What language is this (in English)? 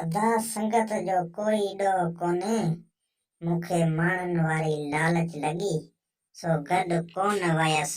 Sindhi